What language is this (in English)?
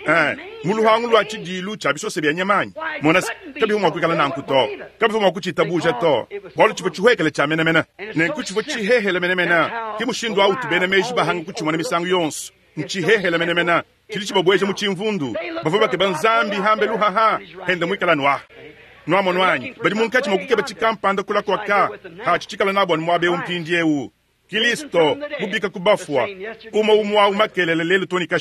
Luba-Lulua